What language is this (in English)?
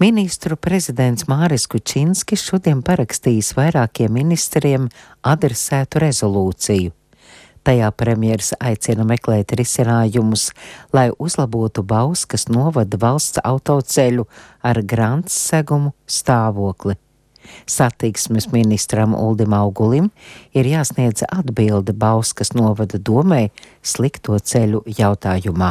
Latvian